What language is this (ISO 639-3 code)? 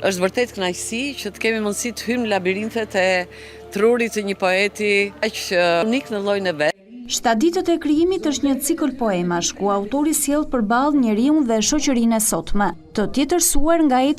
sqi